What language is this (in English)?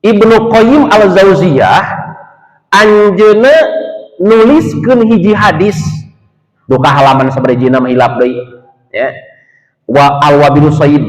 Sundanese